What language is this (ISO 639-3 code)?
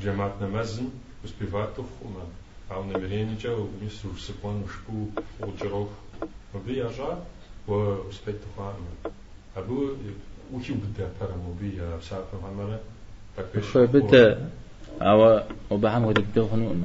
kbd